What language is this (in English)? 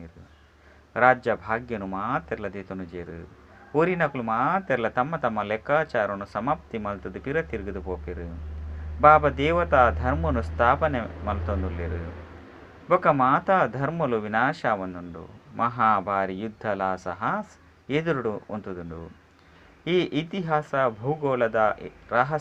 Tulu